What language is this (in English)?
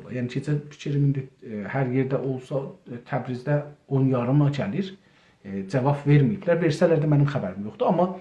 South Azerbaijani